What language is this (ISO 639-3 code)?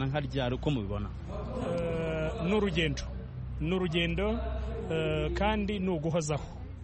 kin